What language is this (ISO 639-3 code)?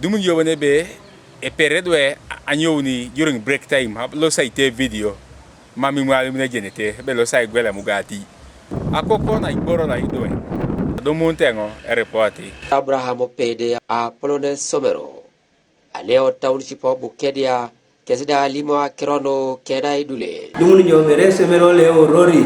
teo